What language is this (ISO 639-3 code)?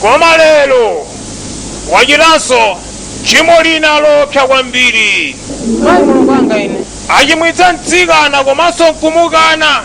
nya